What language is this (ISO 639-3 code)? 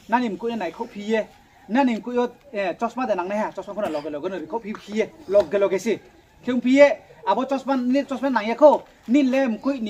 ria